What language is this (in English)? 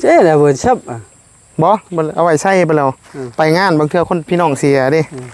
Northeastern Thai